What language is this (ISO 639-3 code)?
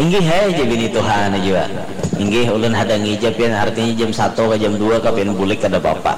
bjn